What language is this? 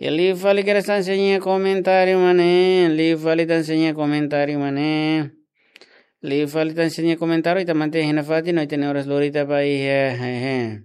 Tetum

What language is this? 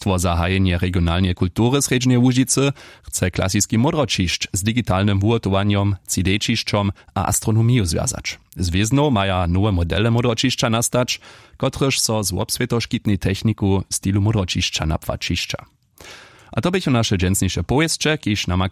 Upper Sorbian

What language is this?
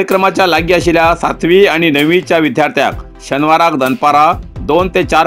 Konkani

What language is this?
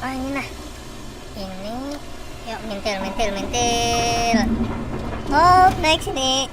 Banjar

